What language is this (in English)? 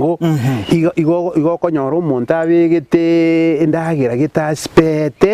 Gusii